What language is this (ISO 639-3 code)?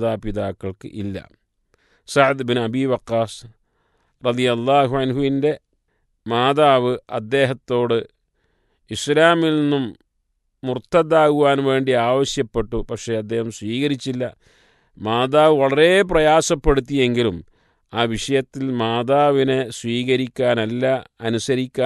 mal